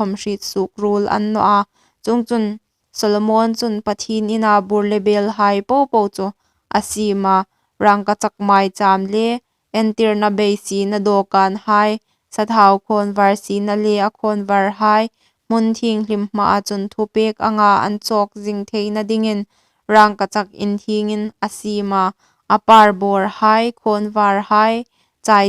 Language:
Hmar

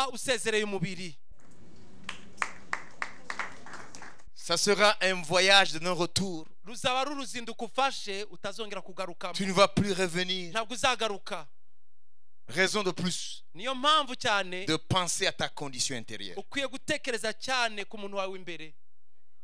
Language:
Kinyarwanda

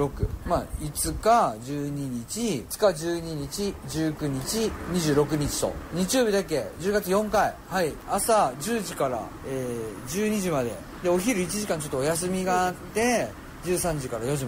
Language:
Japanese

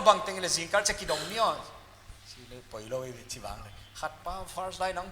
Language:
Paite Chin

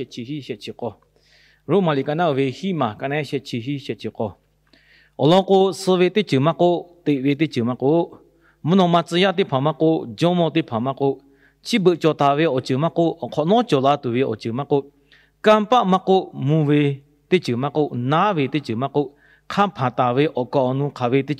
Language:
Lahu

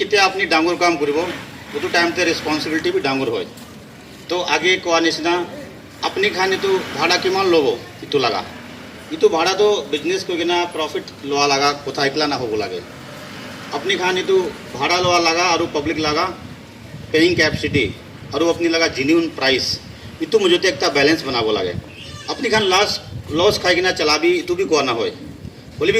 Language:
Naga Pidgin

